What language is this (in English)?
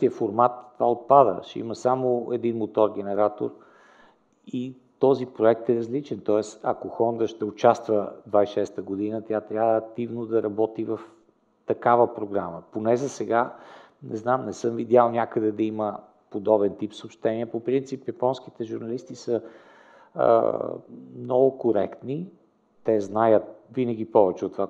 Bulgarian